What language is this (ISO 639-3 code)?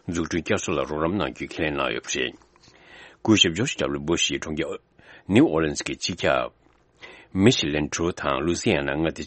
bod